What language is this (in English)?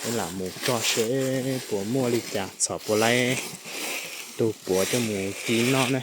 Hmong